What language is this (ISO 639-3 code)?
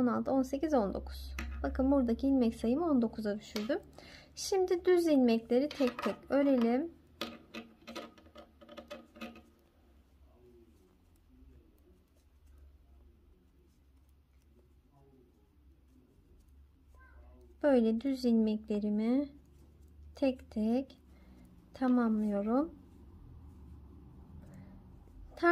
tur